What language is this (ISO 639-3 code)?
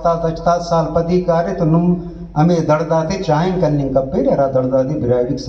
brh